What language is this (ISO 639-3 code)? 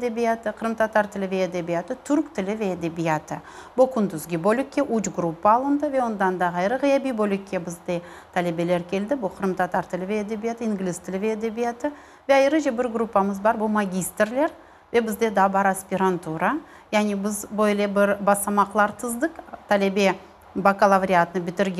crh